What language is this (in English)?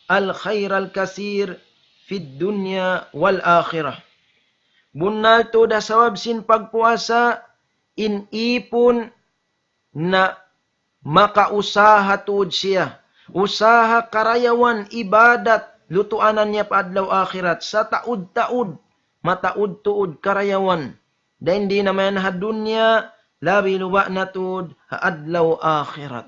Tausug